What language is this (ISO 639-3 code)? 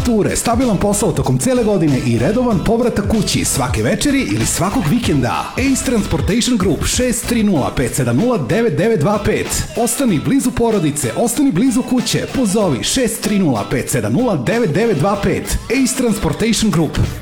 srp